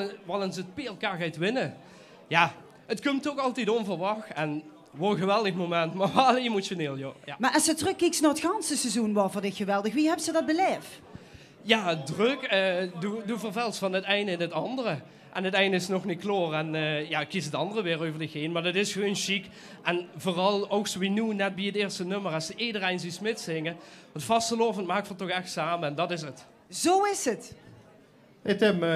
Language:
Limburgish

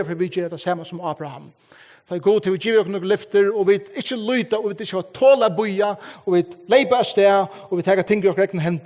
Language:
Faroese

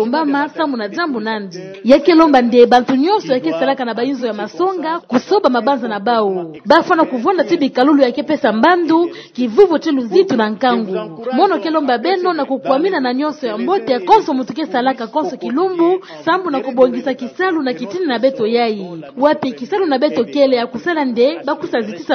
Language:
Kituba (Democratic Republic of Congo)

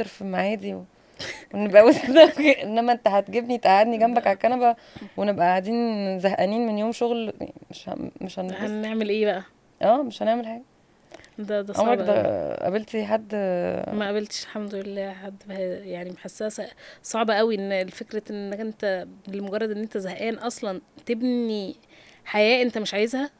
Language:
Egyptian Arabic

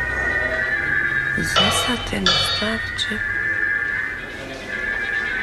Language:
Slovak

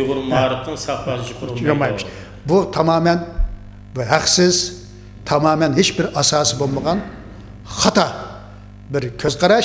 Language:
Uyghur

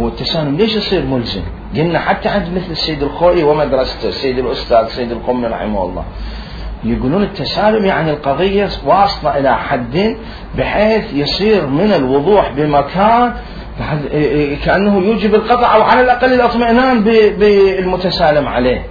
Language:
Mesopotamian Arabic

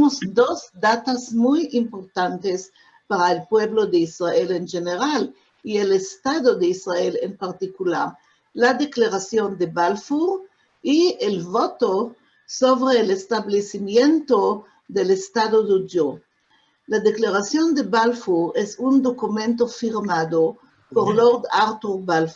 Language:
Ladino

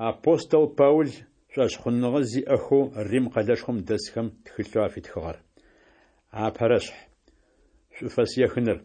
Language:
Adyghe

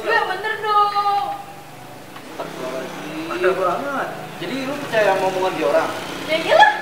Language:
Betawi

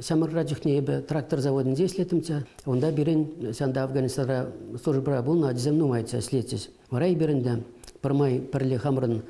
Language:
Chuvash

